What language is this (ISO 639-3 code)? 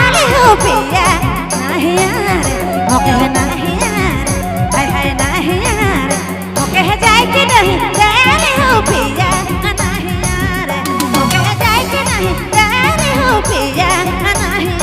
sck